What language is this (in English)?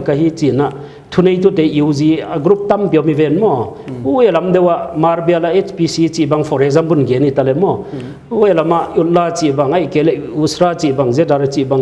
Paite Chin